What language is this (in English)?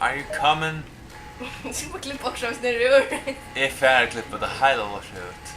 Faroese